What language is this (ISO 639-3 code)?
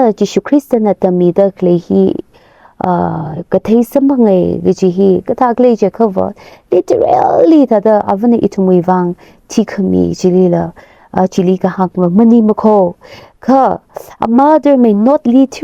nmf